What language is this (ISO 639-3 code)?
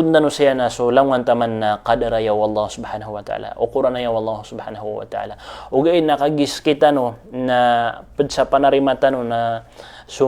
mrw